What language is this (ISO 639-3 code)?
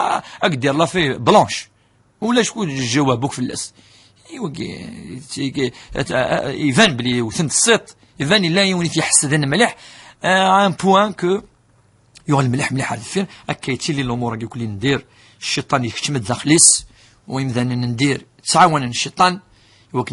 kab